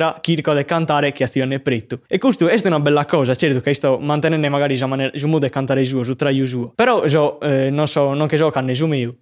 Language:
Sardinian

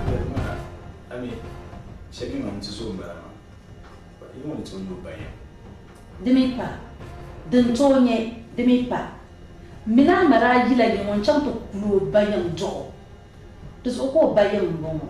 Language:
Dagbani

